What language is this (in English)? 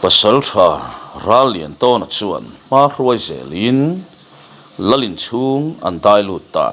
Mizo